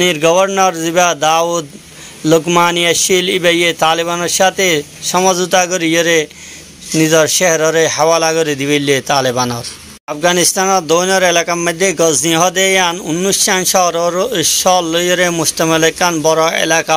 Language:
Rohingya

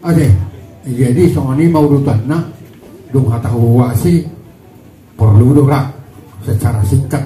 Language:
Batak Toba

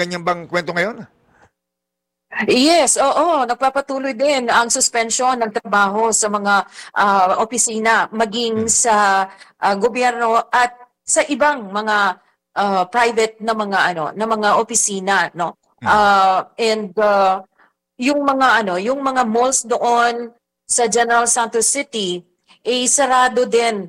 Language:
Filipino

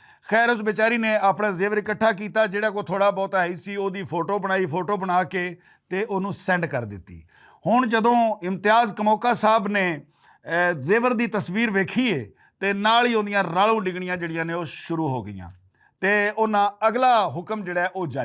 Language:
Western Panjabi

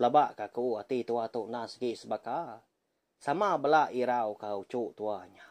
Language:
Iban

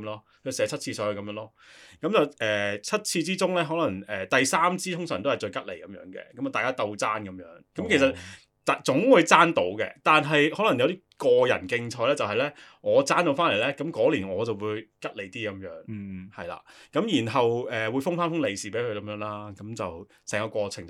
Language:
Cantonese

